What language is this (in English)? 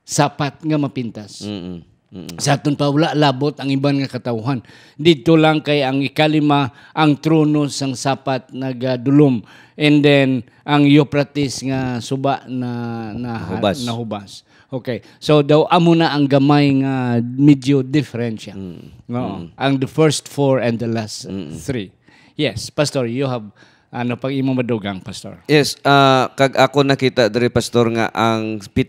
Hiligaynon